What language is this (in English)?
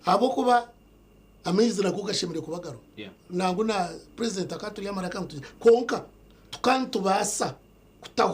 Nyankole